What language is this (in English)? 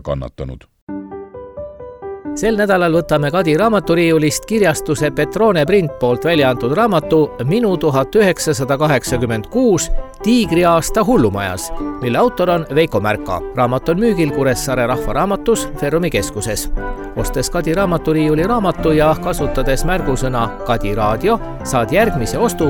Estonian